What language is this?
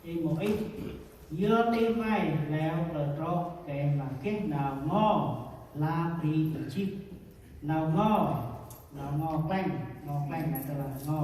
Central Mnong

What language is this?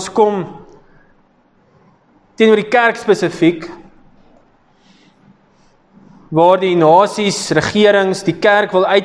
Afrikaans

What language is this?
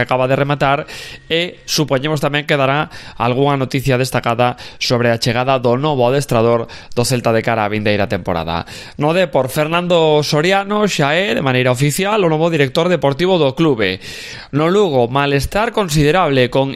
Galician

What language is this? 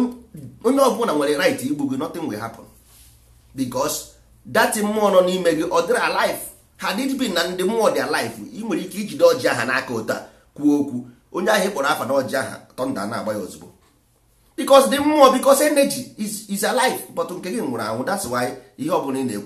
Igbo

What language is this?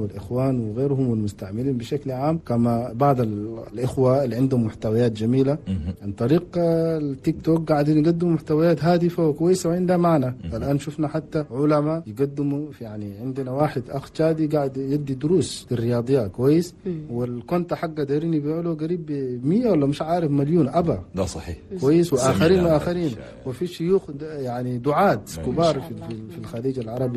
Chadian Arabic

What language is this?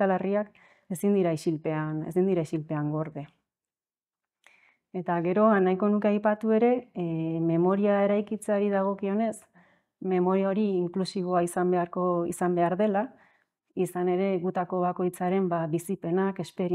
Basque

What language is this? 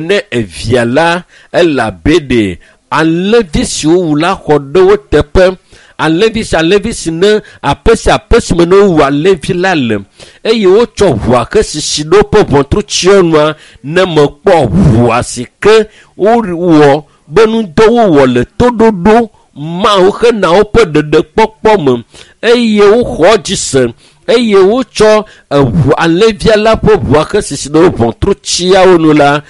Ewe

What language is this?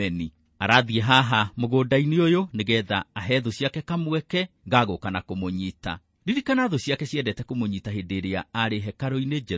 Kikuyu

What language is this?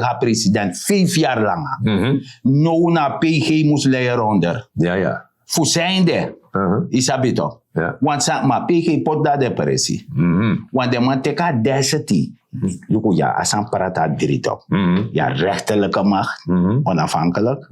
Sranan Tongo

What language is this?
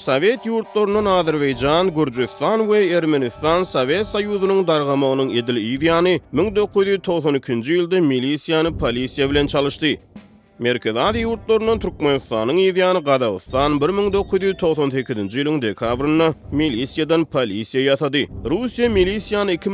Turkmen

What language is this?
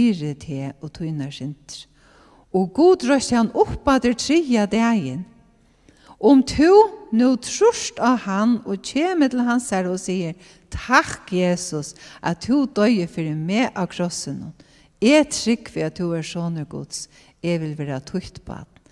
Faroese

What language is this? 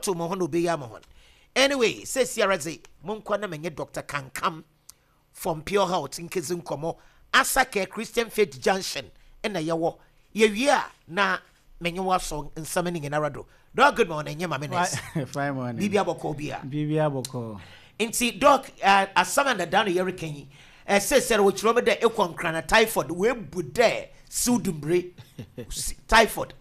Akan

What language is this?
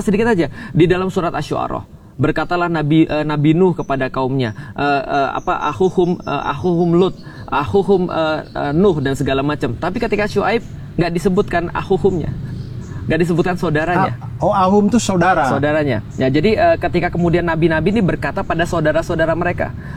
Indonesian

